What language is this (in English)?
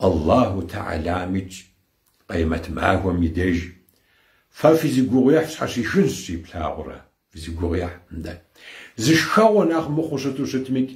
Kabardian